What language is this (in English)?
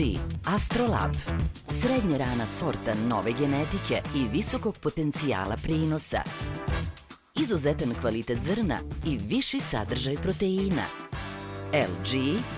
Serbian